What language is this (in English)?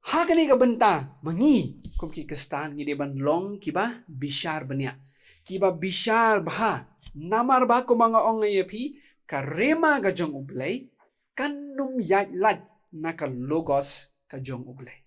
Khasi